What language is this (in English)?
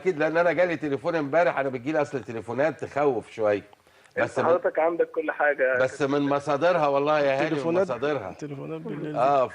Egyptian Arabic